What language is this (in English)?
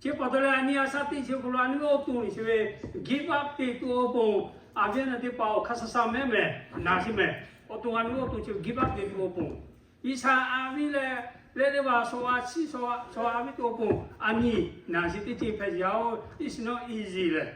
Lahu